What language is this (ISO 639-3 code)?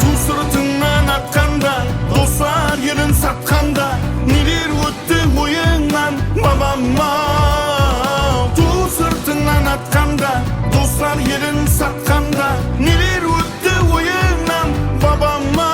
kaa